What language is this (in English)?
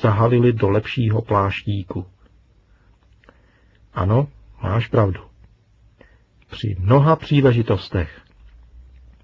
Czech